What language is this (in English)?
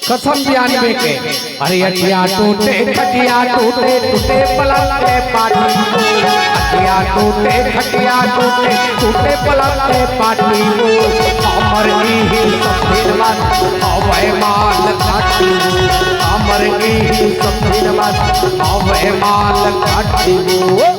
Chhattisgarhi